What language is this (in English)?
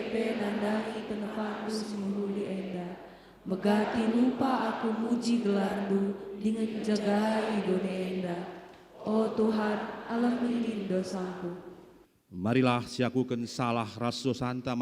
Batak Karo